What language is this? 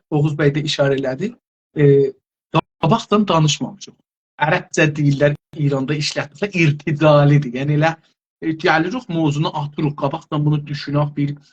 South Azerbaijani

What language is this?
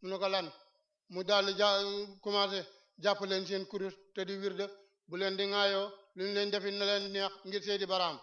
Wolof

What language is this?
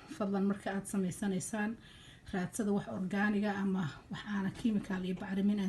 Somali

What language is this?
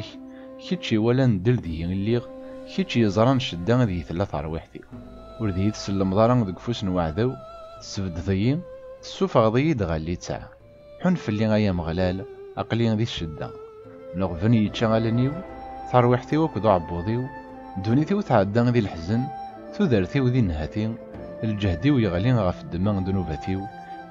Kabyle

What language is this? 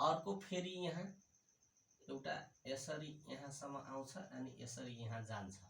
Nepali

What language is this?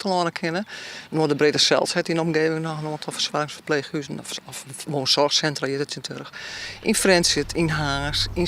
Western Frisian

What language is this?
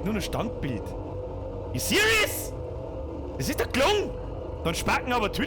Bavarian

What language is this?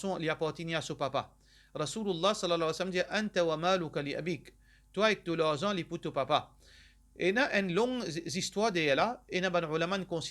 Morisyen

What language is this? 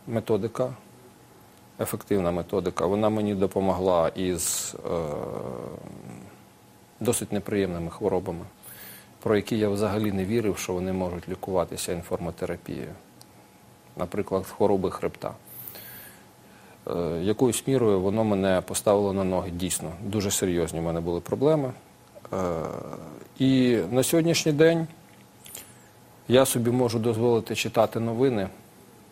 Ukrainian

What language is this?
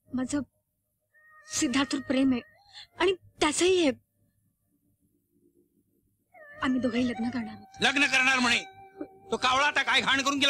Marathi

